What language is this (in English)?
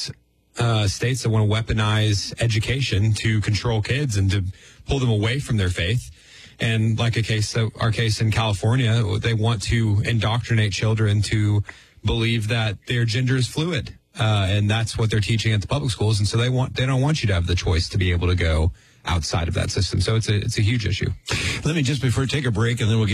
English